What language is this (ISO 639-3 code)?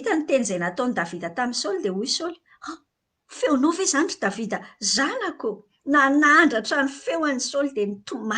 mlg